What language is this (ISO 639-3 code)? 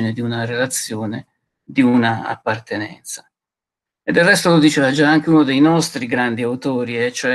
ita